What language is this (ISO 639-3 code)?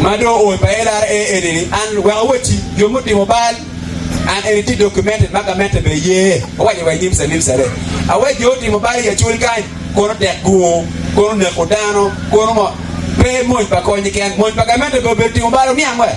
ach